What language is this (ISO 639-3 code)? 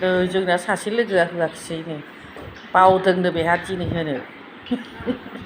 brx